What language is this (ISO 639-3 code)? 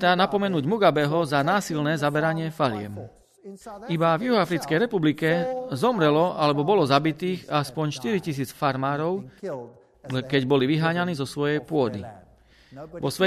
slk